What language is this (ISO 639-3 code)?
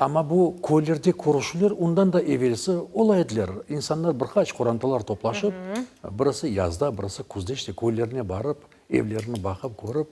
crh